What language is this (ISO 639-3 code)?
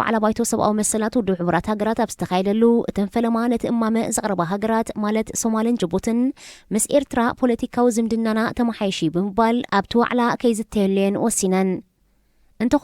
tir